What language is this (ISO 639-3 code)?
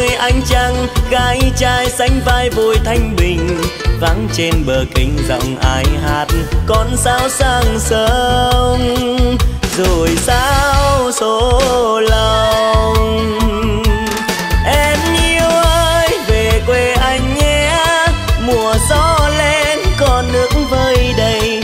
vie